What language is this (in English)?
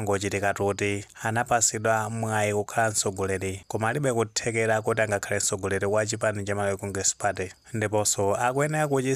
Nyanja